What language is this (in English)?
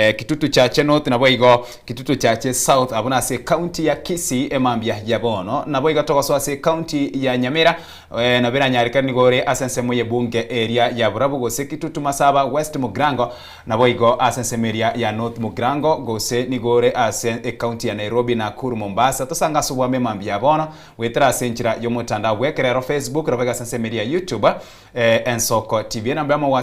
Gusii